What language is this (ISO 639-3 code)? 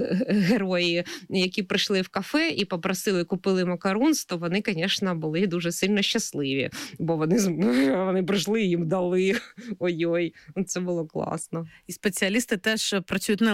ukr